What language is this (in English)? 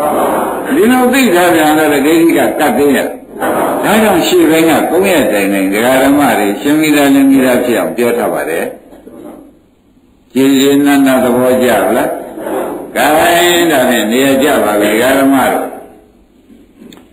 Burmese